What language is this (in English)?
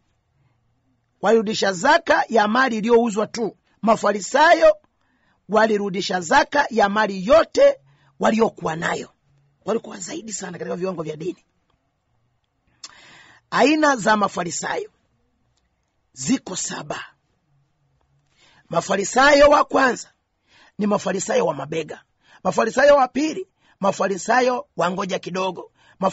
Swahili